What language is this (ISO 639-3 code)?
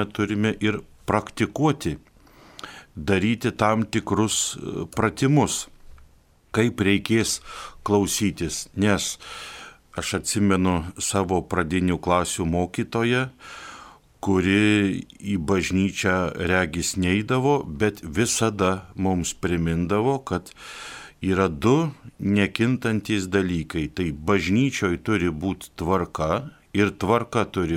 lit